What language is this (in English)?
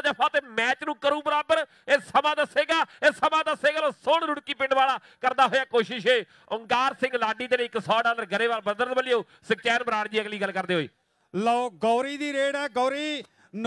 Punjabi